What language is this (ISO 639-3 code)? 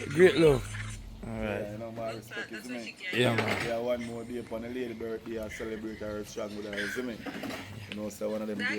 jam